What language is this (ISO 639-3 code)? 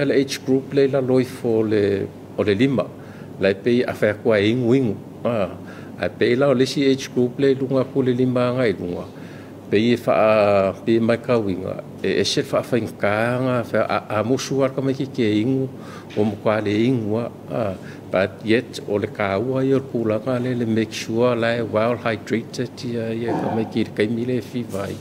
smo